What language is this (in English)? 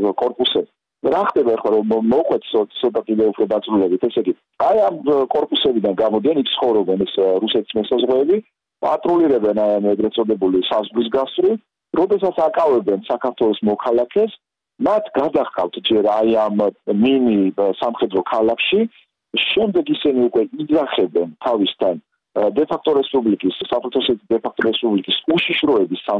Georgian